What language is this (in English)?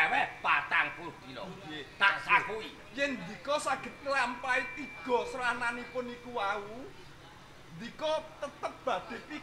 Javanese